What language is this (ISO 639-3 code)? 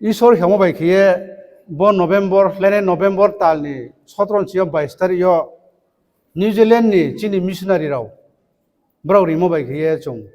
ria